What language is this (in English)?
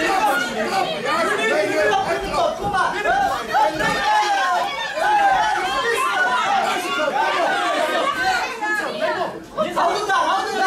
Dutch